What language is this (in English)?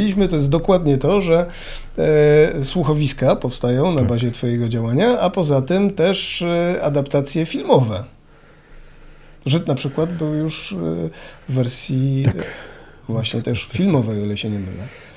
Polish